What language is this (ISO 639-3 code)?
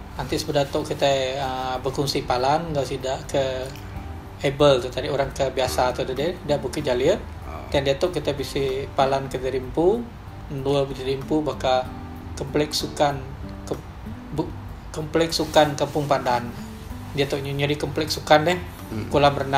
iba